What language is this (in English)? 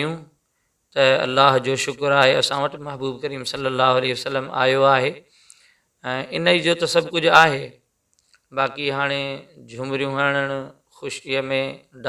Sindhi